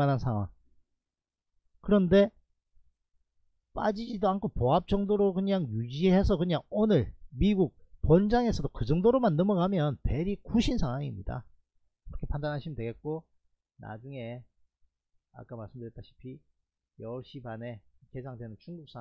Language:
Korean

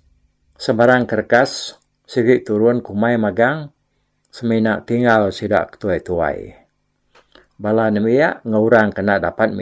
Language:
Iban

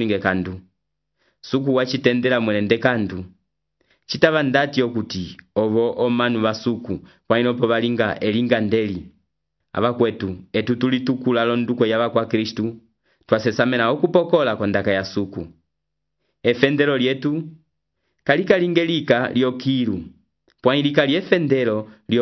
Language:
Umbundu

